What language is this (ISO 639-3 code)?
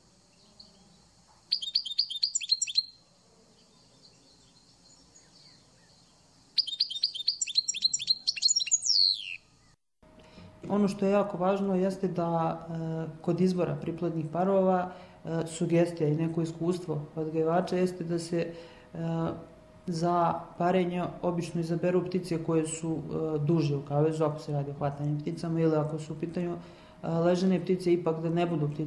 srp